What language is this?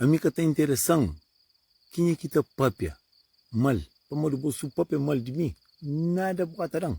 Kabuverdianu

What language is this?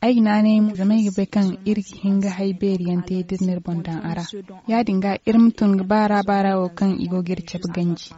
Zarma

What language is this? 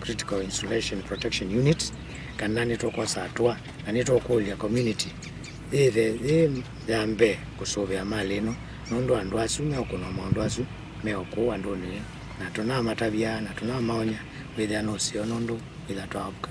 Kamba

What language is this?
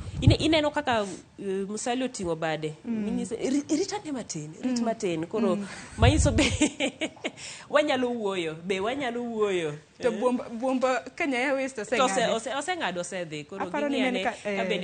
Luo (Kenya and Tanzania)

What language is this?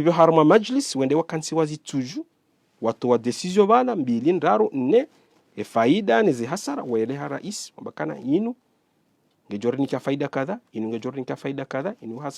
Ngazidja Comorian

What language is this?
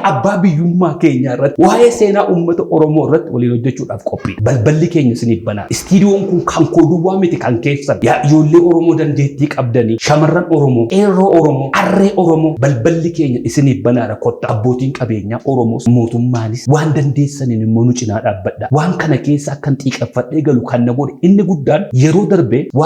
Oromo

